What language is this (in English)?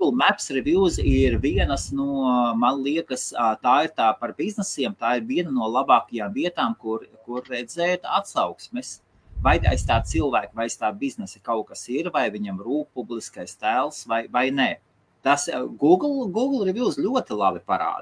Latvian